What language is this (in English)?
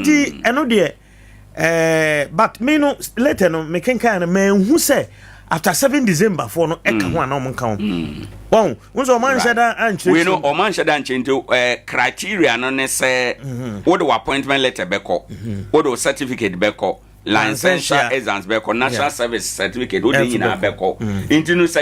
Akan